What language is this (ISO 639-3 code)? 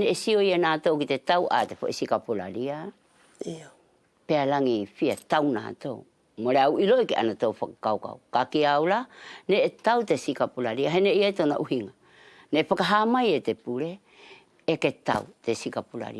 wls